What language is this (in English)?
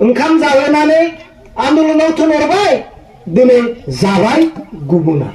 Bodo